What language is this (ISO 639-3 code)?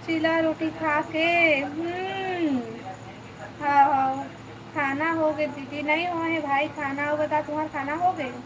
hne